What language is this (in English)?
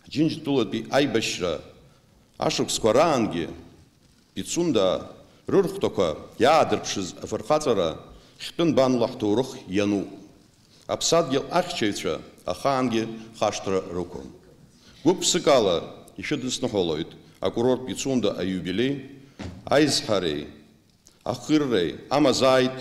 Abkhazian